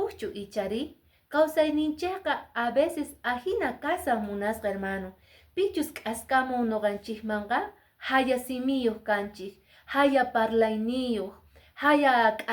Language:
Quechua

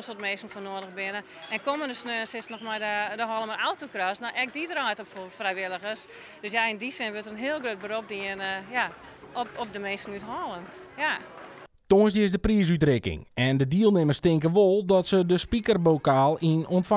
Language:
Western Frisian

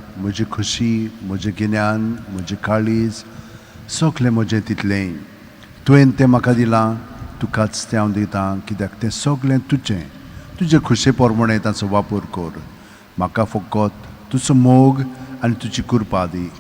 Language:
Konkani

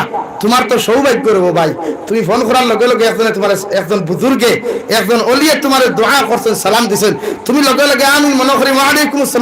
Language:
Sylheti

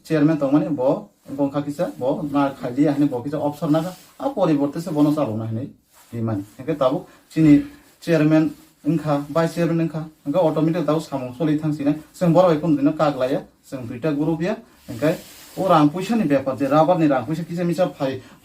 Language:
Kok Borok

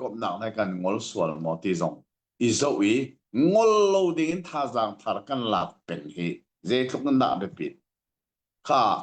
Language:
Hakha Chin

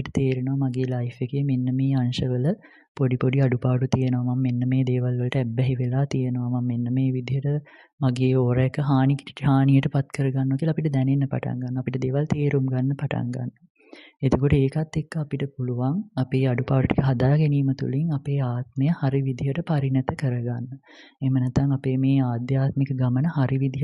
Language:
Sinhala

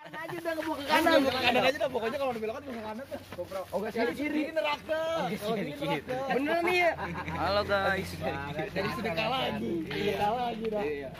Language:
Betawi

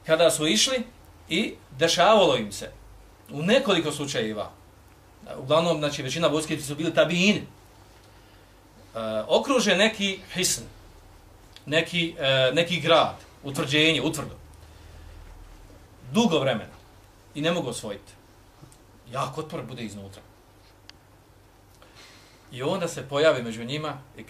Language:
Bosnian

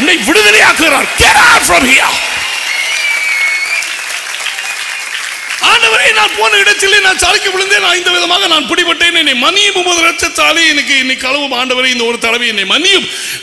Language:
Tamil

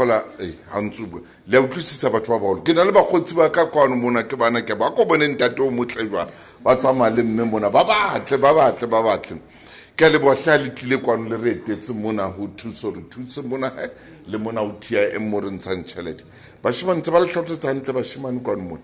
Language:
Southern Sotho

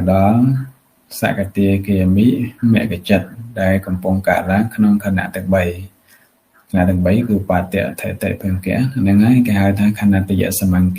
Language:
Khmer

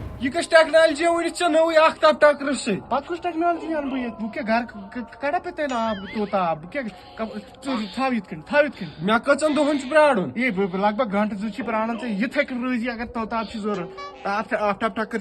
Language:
Kashmiri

